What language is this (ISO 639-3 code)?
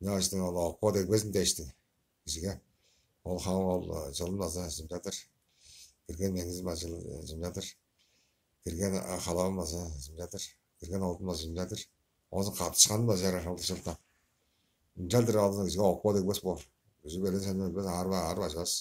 tyv